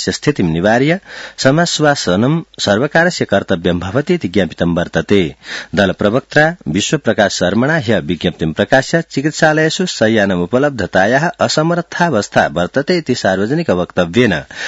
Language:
Sanskrit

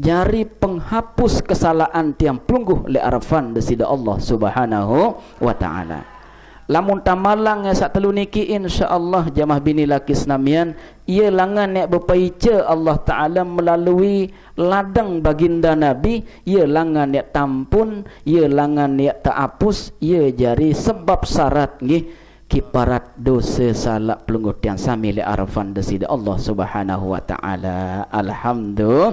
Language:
Sasak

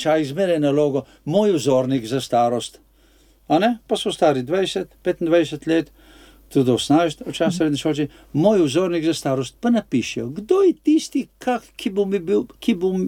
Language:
Slovenian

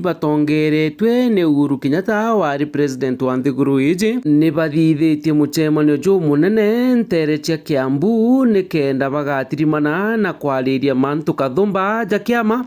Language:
Meru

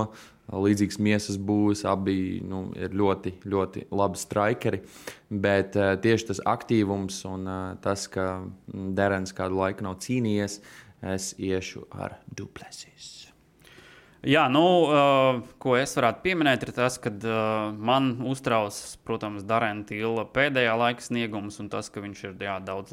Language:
Latvian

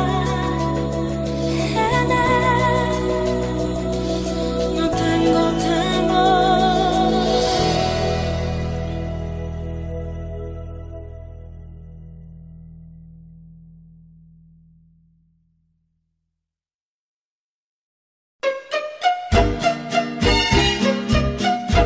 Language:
Spanish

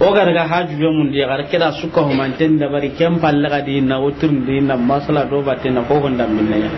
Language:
Soninke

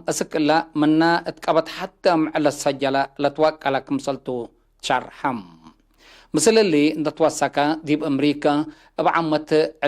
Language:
Tigre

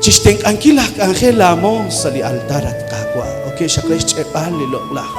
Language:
Kekchí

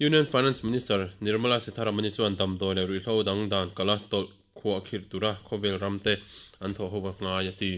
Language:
Mizo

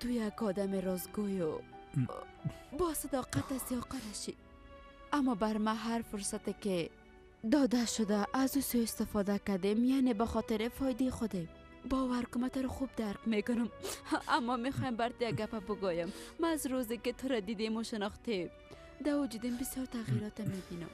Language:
Persian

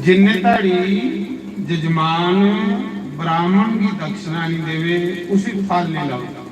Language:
Dogri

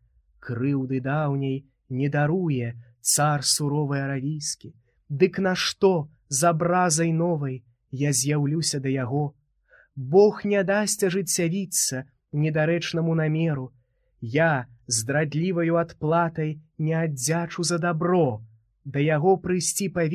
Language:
Belarusian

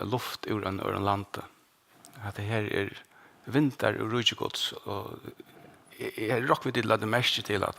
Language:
Faroese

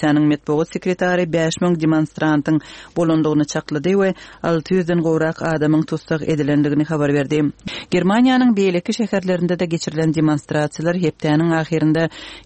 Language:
Turkmen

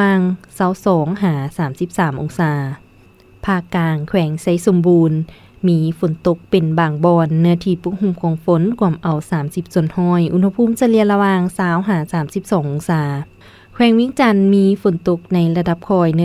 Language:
Lao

